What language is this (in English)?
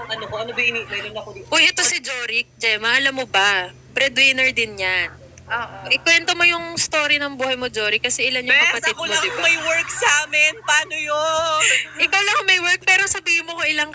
Filipino